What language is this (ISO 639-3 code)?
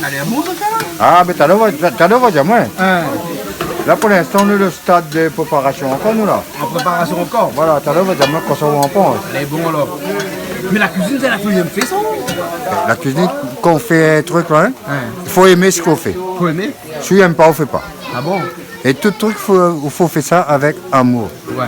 rcf